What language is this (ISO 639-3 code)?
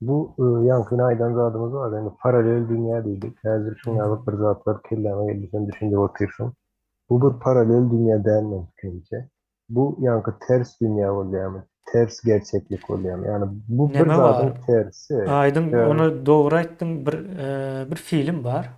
tuk